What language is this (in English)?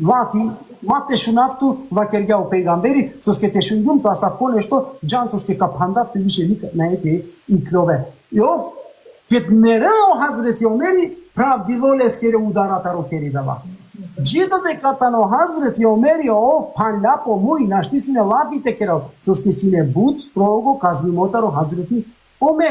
Balkan Romani